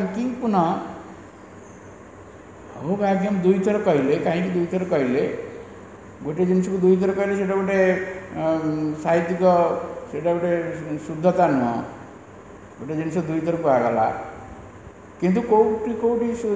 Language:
Odia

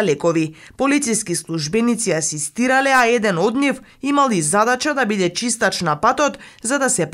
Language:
Macedonian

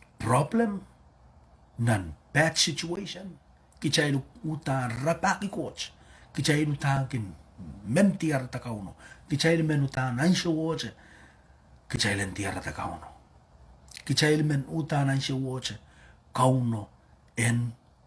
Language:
Pohnpeian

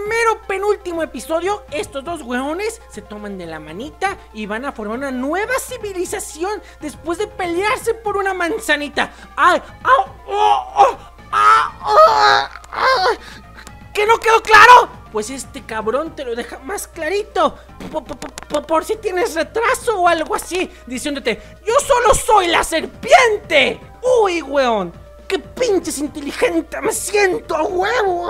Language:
Spanish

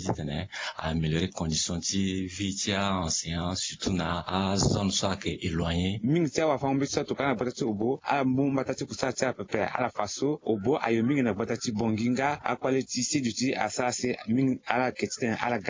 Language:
Sango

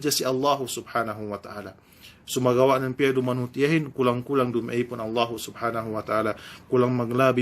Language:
Yakan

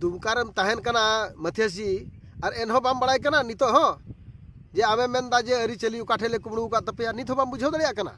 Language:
Santali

